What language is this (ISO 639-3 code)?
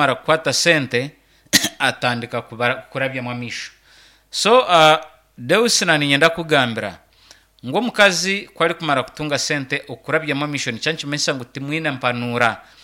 nyn